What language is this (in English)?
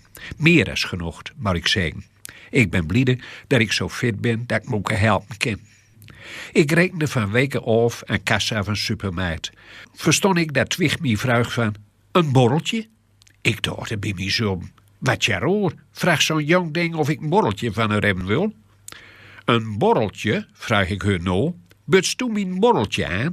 Gronings